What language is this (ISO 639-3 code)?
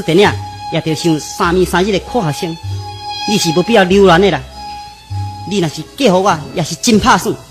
nan